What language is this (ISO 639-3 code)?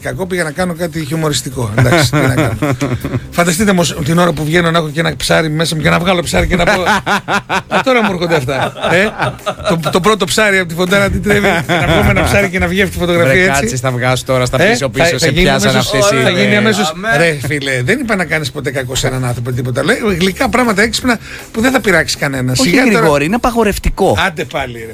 ell